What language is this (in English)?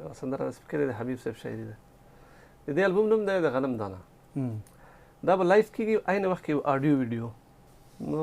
Pashto